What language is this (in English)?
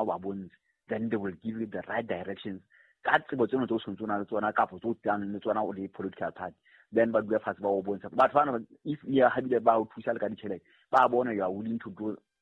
Southern Sotho